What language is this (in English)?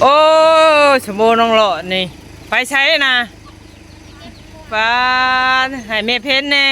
Northeastern Thai